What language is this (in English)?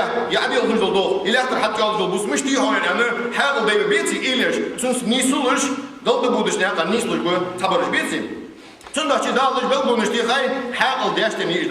Ingush